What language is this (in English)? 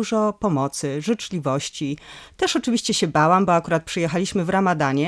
Polish